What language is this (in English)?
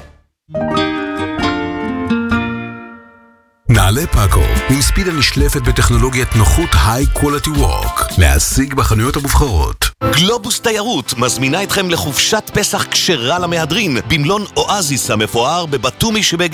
Hebrew